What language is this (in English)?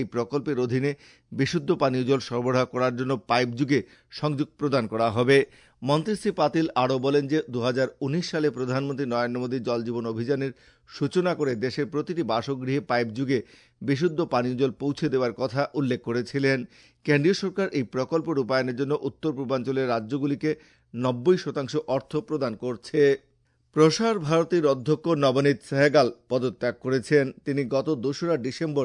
Bangla